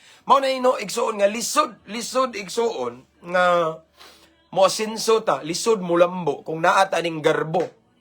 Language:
Cebuano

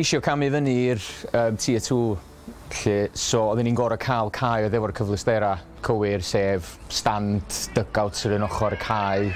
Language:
Welsh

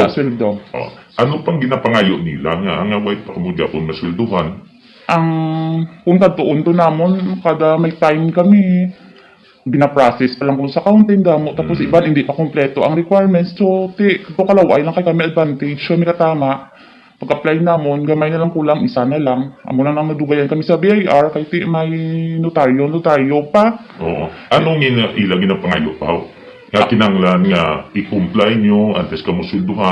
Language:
Hiligaynon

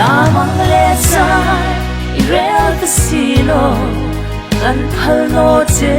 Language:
Hmar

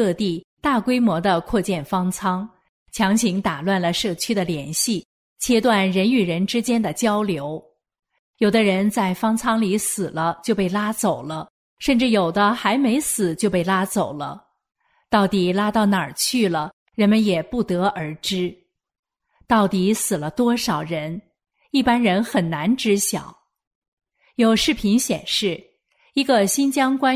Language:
Chinese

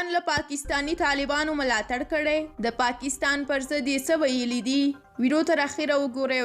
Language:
Pashto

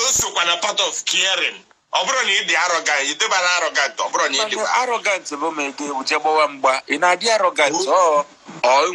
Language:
Igbo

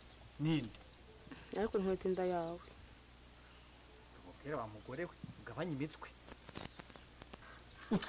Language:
Kinyarwanda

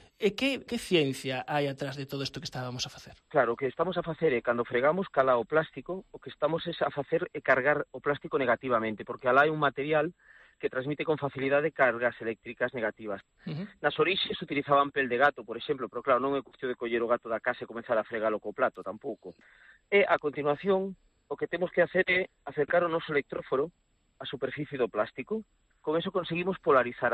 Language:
Galician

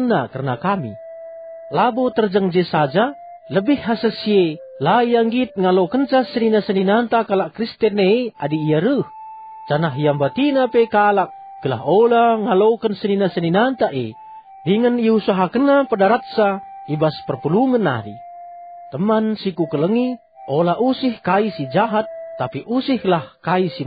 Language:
Batak Karo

